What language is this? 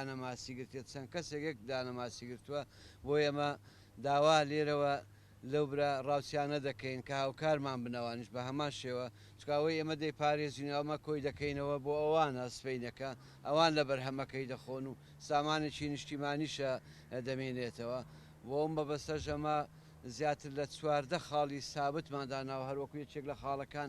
Central Kurdish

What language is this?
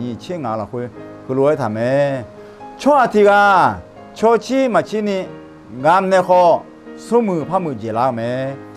Akha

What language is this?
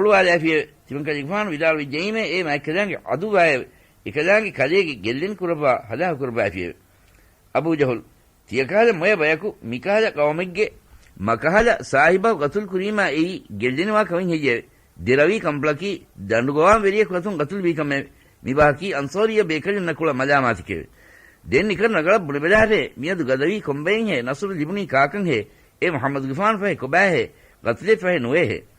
Divehi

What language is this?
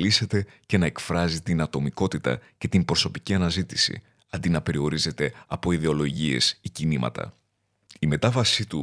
Greek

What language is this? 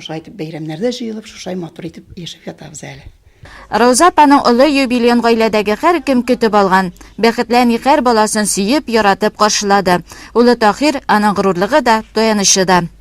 Tatar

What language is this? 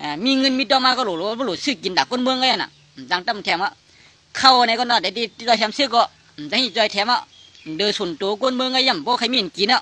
Shan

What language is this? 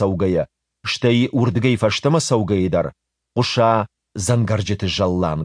Ossetic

